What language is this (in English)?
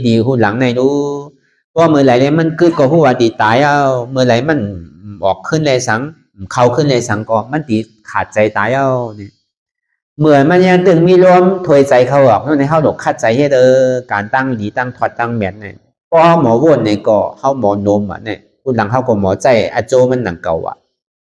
Shan